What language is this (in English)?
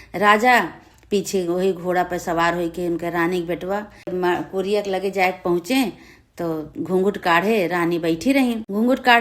Awadhi